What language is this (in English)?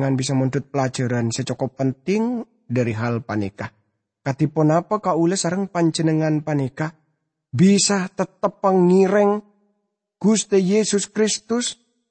Madurese